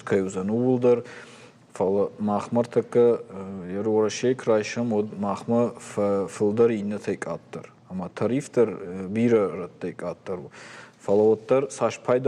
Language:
Ossetic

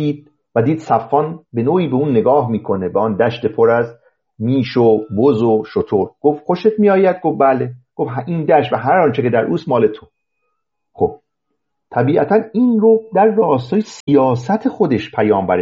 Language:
Persian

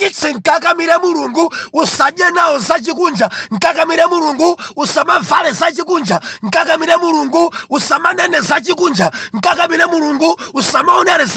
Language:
Nyanja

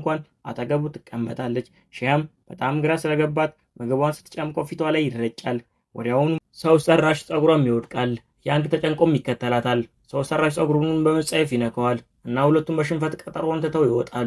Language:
Amharic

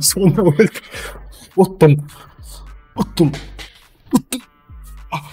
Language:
Kara-Kalpak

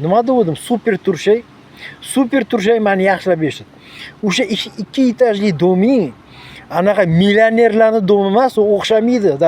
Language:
Uzbek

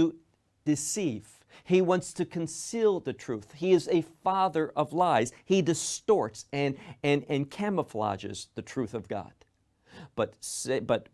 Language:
English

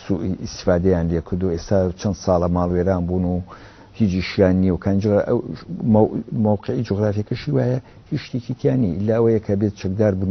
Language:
Central Kurdish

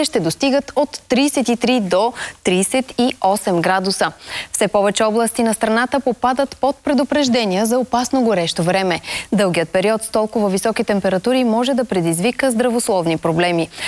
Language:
Bulgarian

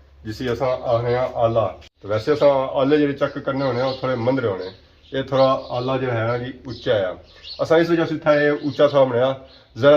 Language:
Pahari-Potwari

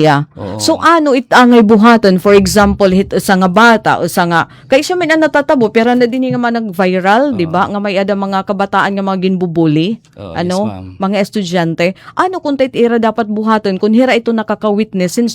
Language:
Waray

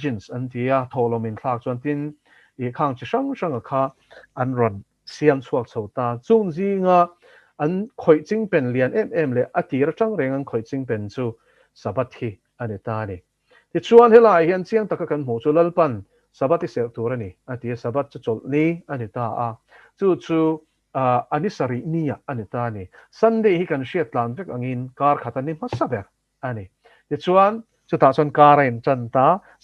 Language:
Mizo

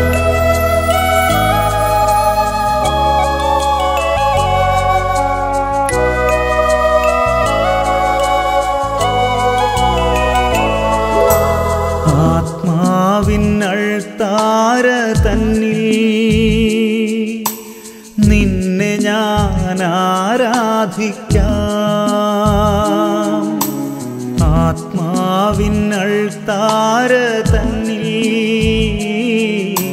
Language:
Malayalam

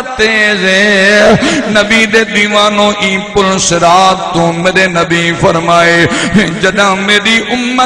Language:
Saraiki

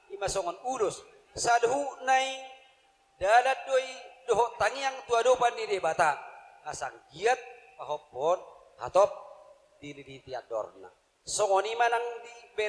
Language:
Batak Toba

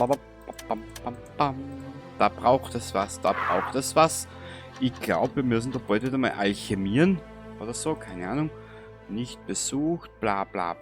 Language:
Bavarian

